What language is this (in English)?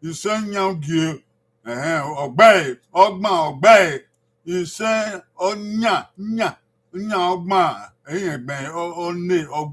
Bini